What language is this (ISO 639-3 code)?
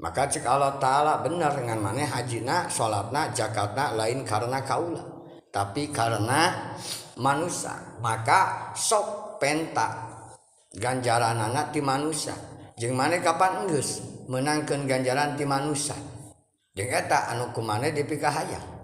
sun